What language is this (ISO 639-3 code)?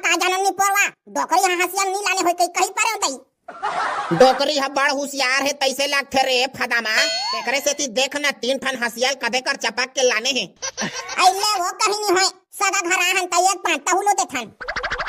hne